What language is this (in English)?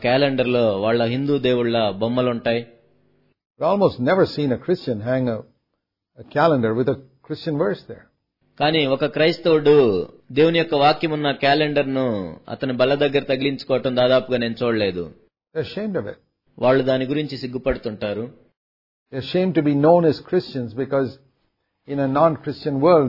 Telugu